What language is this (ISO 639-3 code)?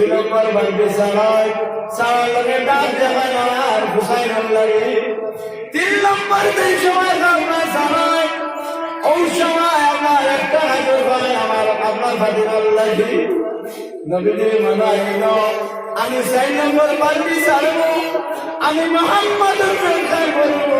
syl